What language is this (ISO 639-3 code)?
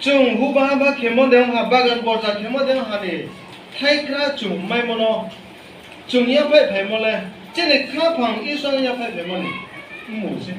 ria